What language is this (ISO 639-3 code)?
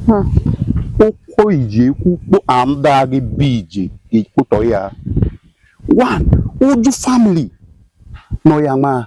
idu